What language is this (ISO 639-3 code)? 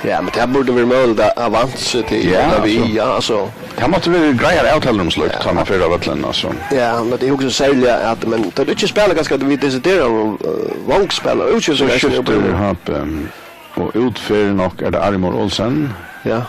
fao